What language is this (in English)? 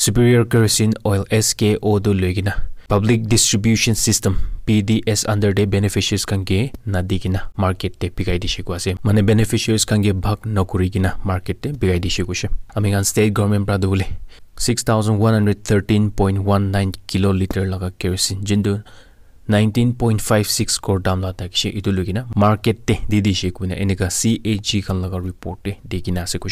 Naga Pidgin